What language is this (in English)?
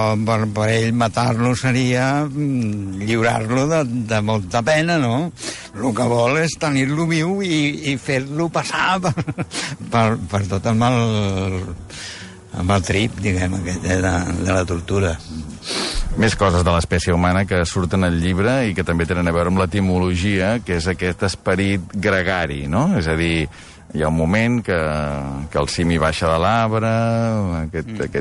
Catalan